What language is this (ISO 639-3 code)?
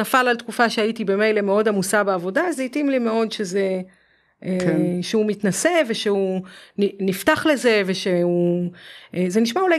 heb